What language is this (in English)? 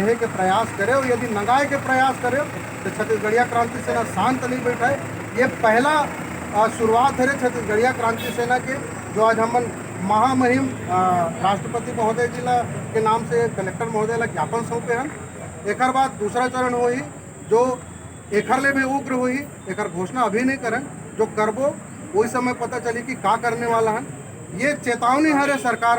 Chhattisgarhi